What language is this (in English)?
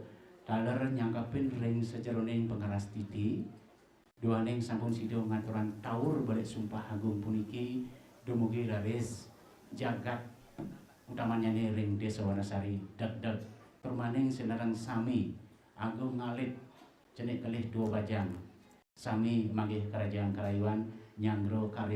Balinese